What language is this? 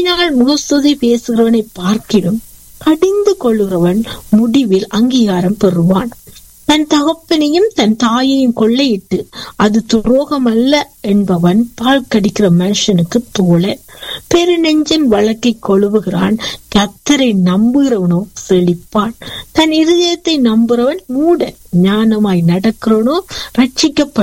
Tamil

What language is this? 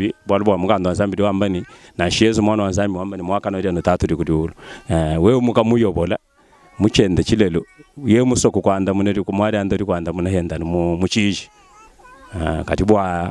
Luba-Lulua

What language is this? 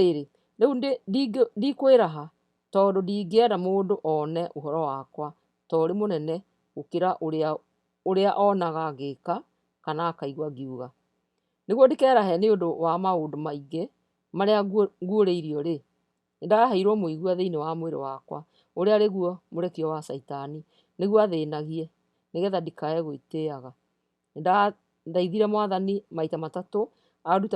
Kikuyu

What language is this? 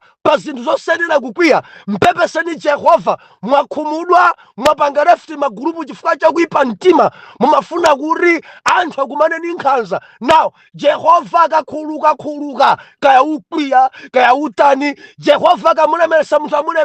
Nyanja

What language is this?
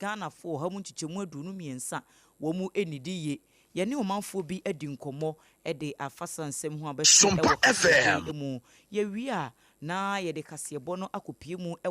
Akan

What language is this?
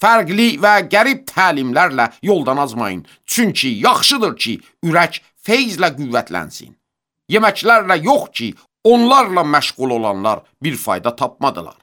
Azerbaijani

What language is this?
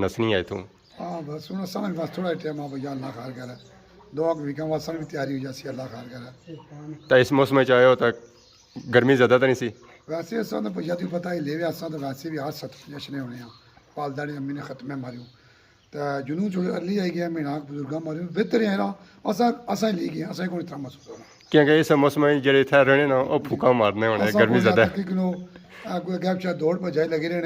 Pahari-Potwari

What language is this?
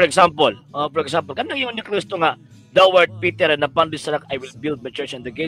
Cebuano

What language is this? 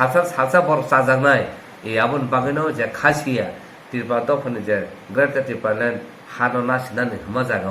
Kok Borok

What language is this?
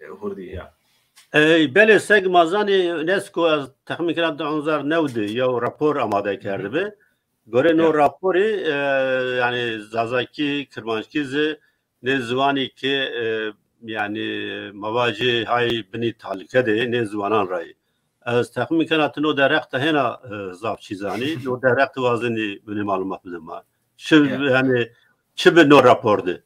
Zaza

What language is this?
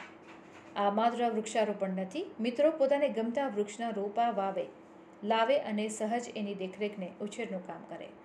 Gujarati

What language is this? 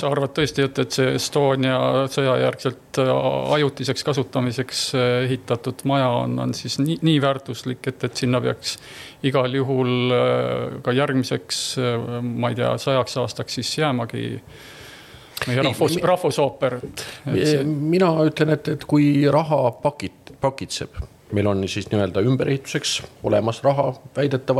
Estonian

